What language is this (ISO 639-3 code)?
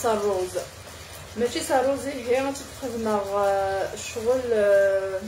kab